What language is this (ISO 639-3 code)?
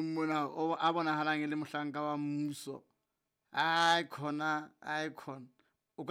sot